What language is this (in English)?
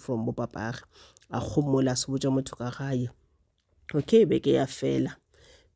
Northern Sotho